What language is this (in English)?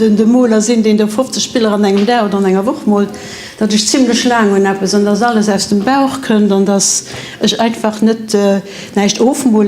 Luxembourgish